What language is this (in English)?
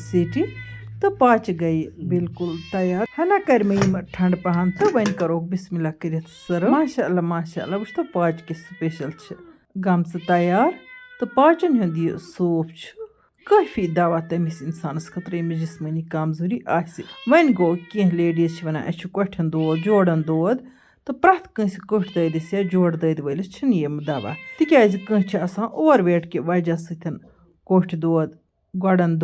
Kashmiri